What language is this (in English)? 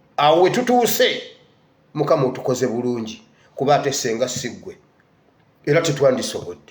Ganda